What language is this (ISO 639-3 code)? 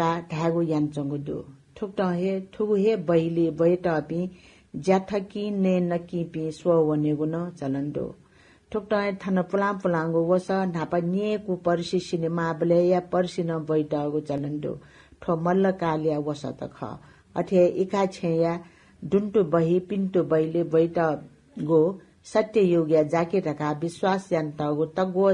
new